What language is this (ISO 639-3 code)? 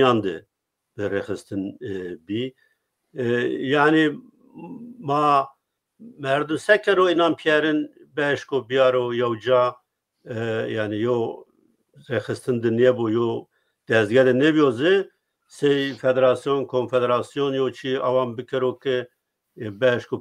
zza